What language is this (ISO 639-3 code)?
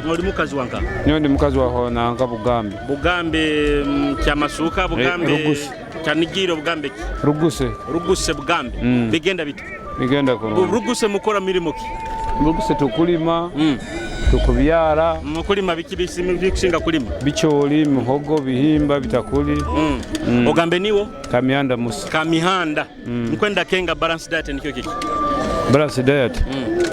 nyo